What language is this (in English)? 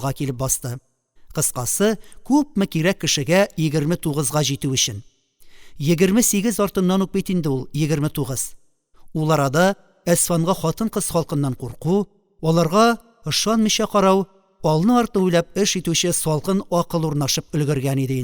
Tatar